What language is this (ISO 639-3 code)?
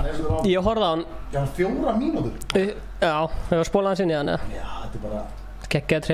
isl